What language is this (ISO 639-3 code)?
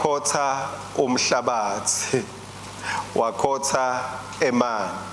ssw